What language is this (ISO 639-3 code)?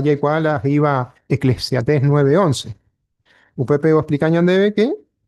grn